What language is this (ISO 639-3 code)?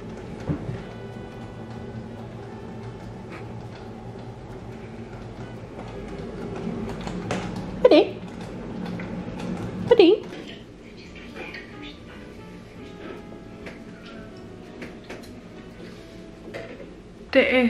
swe